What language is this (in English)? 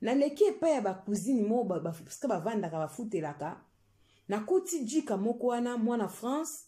Lingala